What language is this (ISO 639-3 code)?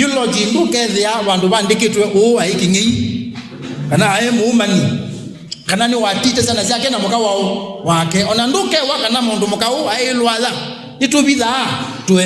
kam